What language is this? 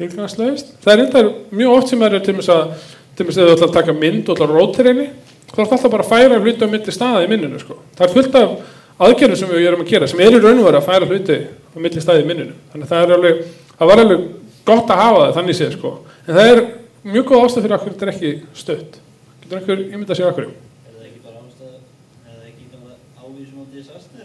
Icelandic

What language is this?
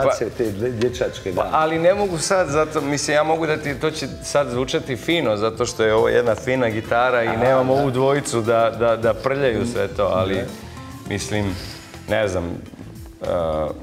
Serbian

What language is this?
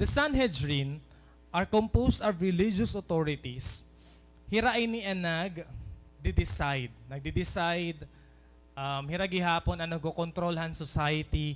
Waray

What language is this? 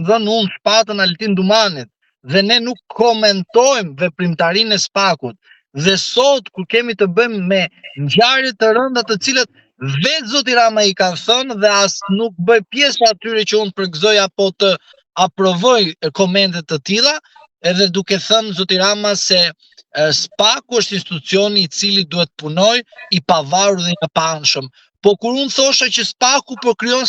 Albanian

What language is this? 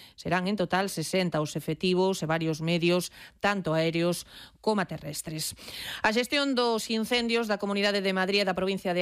Galician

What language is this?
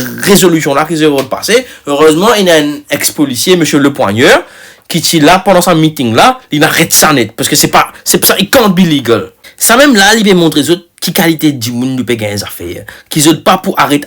Morisyen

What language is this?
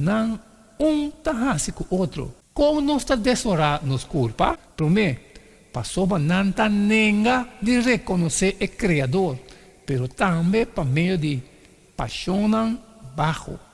Papiamento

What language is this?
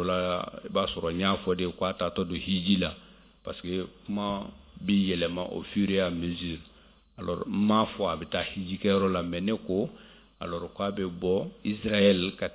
Bambara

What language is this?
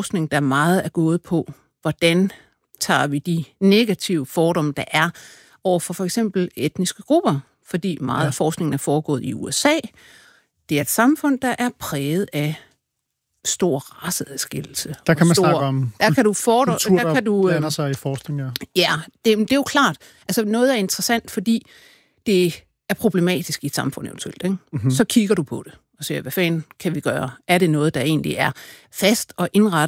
Danish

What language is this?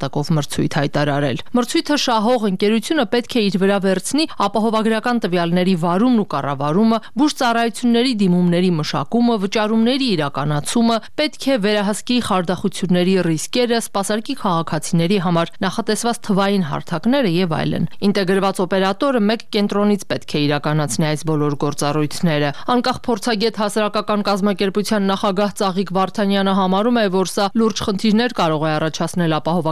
Armenian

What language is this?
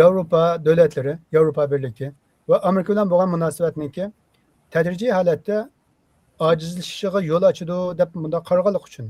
Uyghur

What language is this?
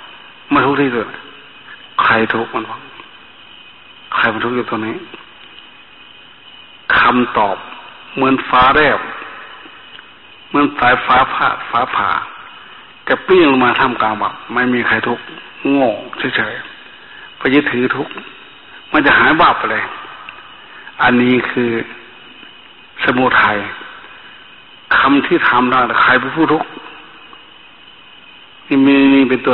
Thai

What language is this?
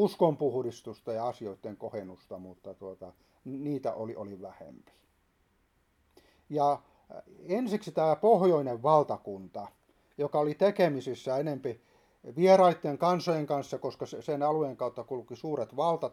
Finnish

